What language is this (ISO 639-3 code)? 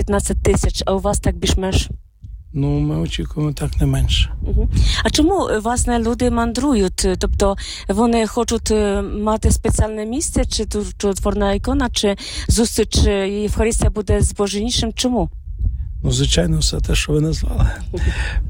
ukr